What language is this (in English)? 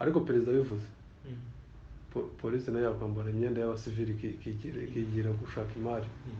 Kinyarwanda